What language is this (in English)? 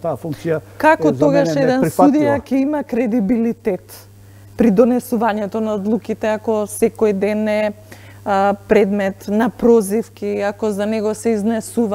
Macedonian